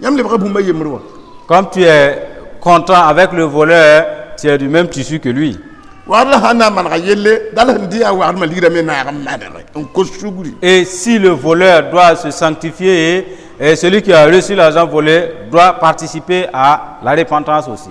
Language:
Mossi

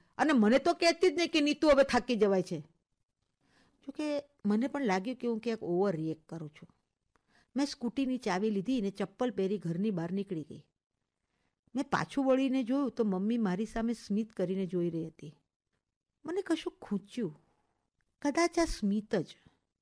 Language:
Gujarati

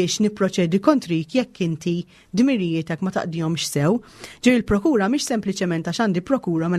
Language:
Maltese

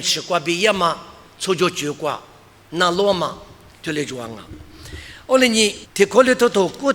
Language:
Lisu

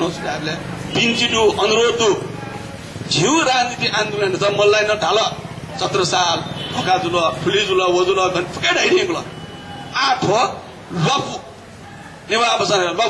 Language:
Newari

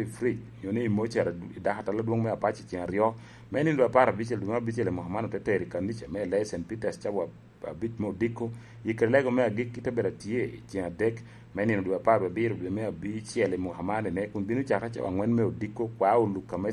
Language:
Lango (Uganda)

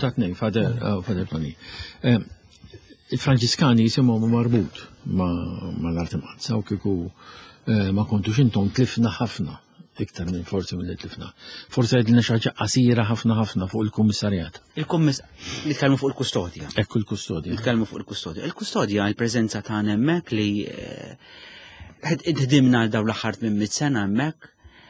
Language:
Maltese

